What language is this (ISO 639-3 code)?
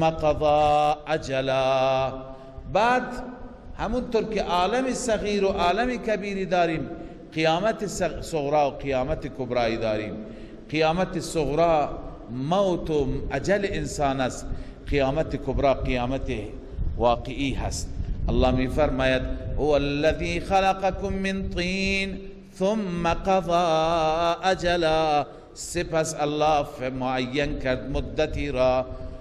fas